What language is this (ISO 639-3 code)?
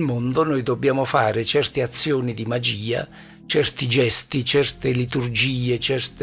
ita